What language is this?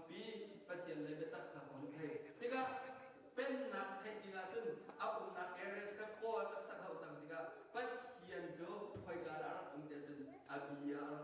Hakha Chin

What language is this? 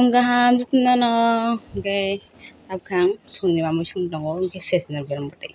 Kok Borok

